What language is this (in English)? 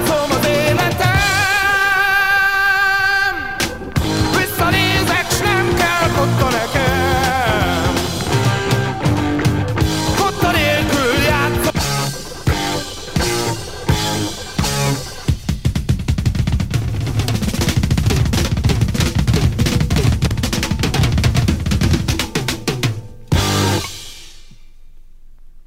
Hungarian